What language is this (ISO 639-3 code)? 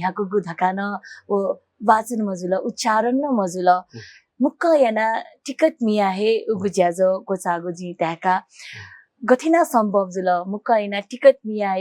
new